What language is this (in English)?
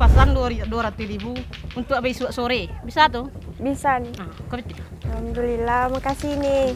Minangkabau